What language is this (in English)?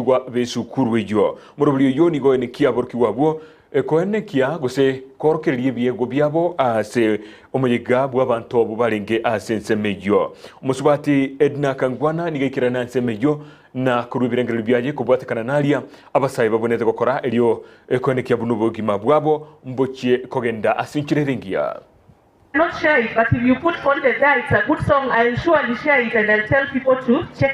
Gusii